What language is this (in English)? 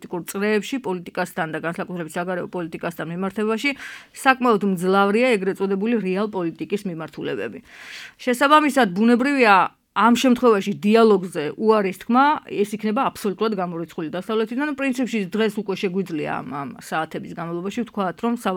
Georgian